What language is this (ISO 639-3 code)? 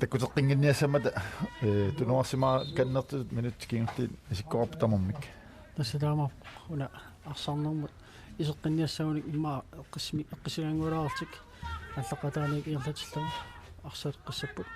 kal